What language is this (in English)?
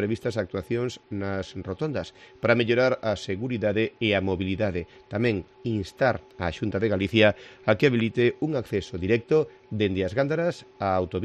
Galician